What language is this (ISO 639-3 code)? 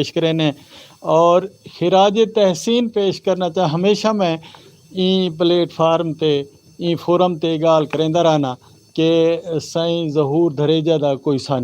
skr